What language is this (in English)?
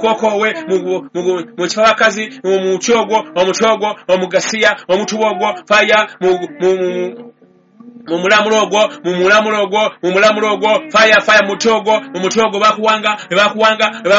Ganda